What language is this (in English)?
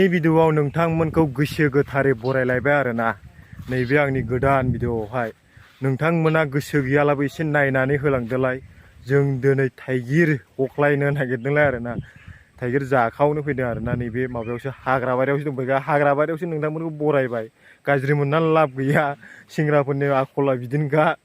Bodo